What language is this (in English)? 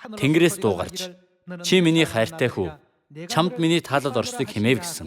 Mongolian